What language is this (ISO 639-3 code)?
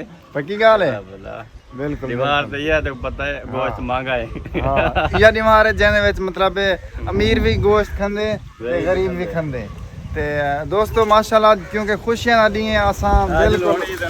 skr